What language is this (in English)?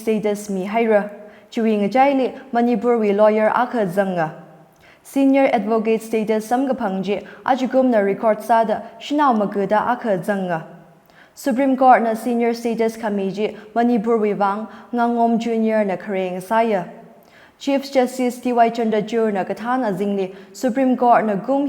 Tangkhul Naga (India)